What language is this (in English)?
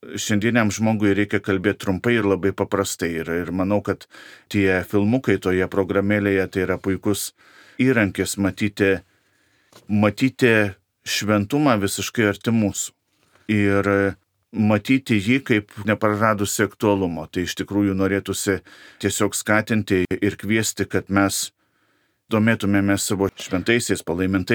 Lithuanian